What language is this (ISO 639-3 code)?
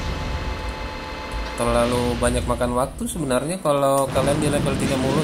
ind